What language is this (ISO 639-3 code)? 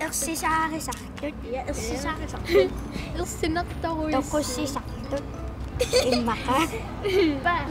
kal